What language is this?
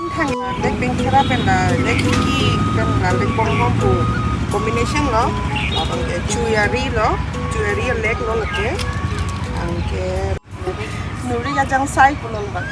Karbi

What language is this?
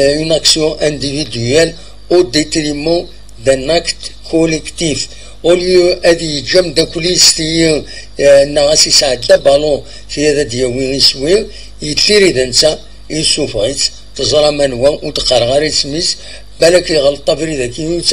Kabyle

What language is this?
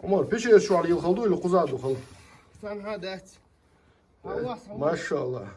Chechen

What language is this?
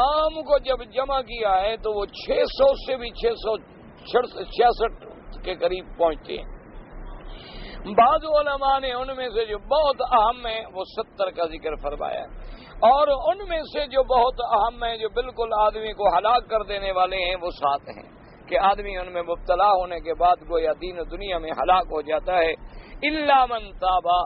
Urdu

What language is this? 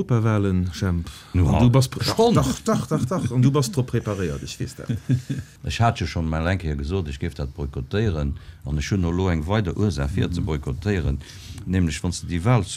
Luxembourgish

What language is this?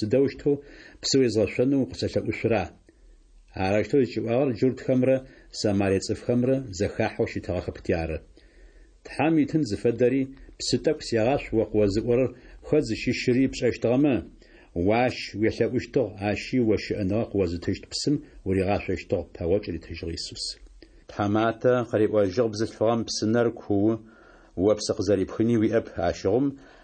Adyghe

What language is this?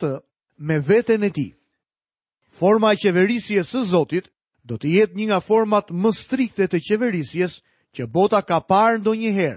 Albanian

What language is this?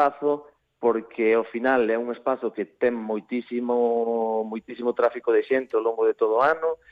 Galician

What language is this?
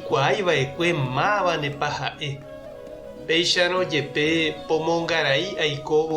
Guarani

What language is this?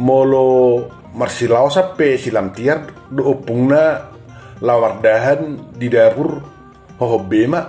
Batak Toba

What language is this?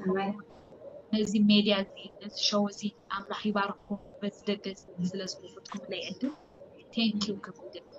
Tigrinya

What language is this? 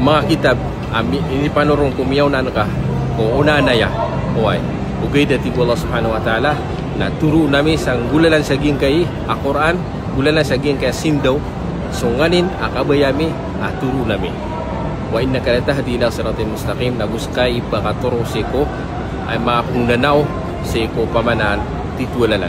Maranao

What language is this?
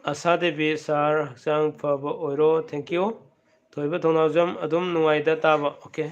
Manipuri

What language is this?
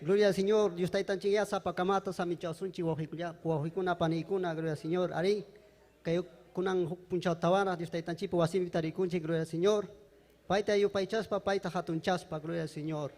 Ayacucho Quechua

